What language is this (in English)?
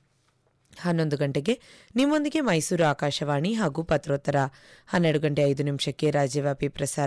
Kannada